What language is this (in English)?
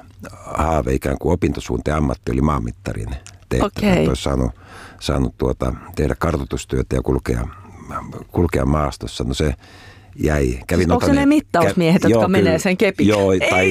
Finnish